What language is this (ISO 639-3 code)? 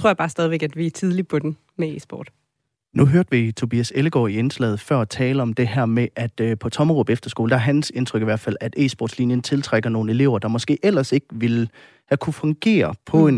dan